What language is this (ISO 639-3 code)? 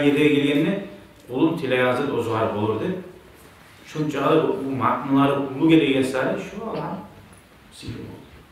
kum